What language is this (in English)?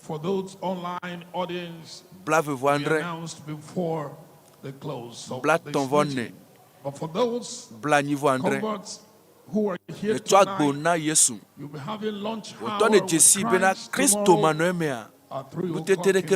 Ewe